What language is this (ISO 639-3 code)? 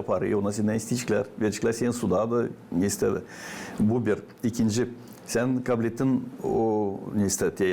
gag